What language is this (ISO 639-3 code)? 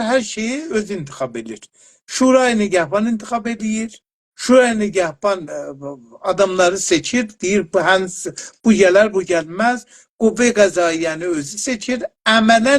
azb